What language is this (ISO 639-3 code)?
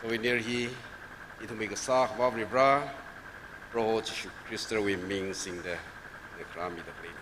nmf